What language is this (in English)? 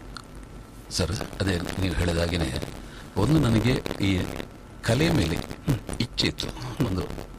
Kannada